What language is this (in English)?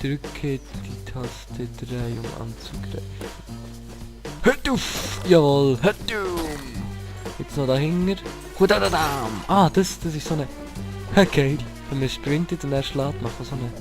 Swiss German